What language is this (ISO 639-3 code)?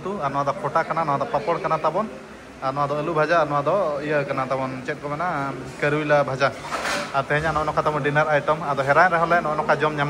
sat